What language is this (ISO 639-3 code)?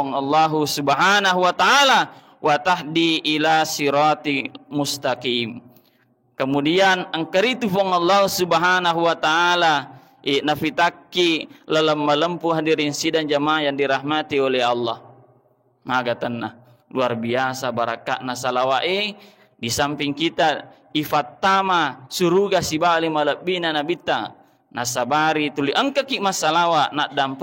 bug